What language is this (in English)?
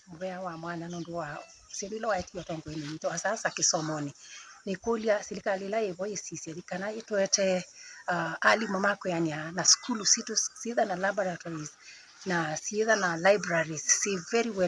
Kamba